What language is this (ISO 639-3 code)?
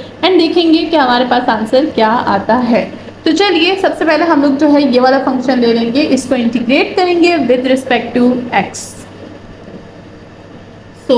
hin